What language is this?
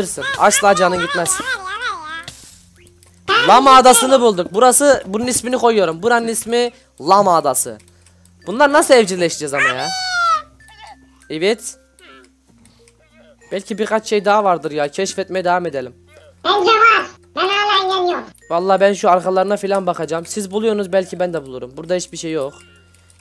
Turkish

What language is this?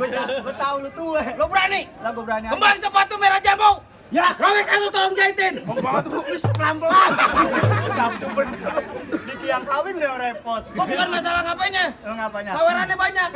Betawi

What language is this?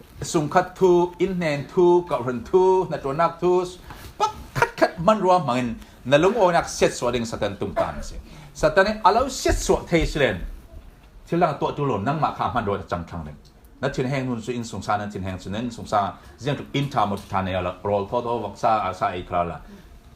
Falam Chin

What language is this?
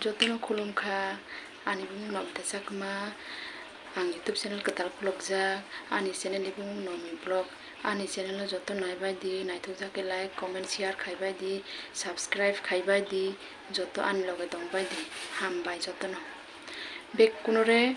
Kok Borok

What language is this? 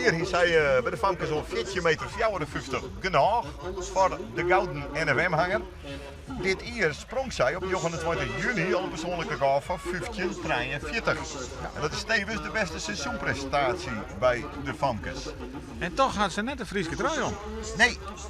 Western Frisian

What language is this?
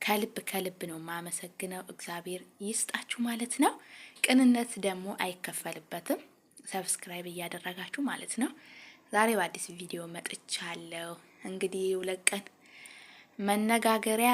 Amharic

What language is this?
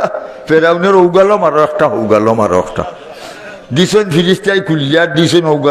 Sylheti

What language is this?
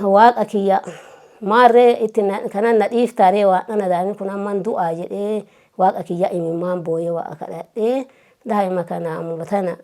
Oromo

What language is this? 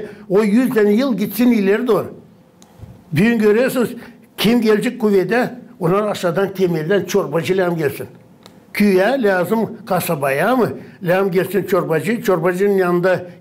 Gagauz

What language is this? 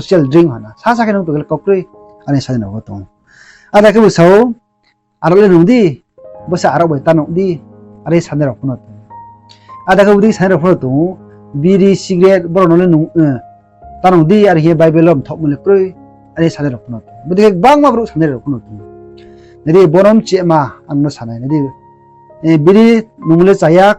Riang (India)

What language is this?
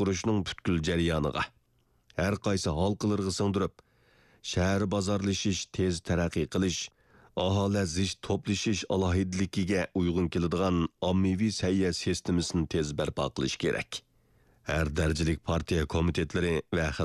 Uyghur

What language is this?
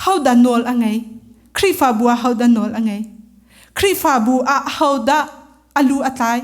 Hakha Chin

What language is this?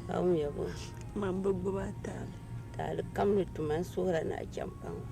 Dagbani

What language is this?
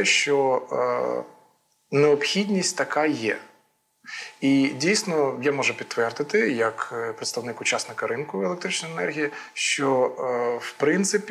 Ukrainian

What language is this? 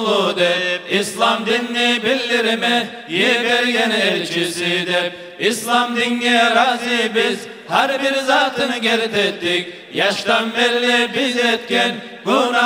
Kumyk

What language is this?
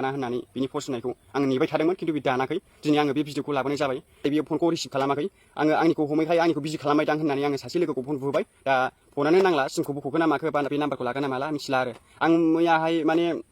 Bodo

